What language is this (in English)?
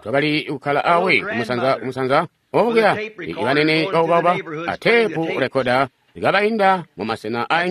Tonga (Zambia)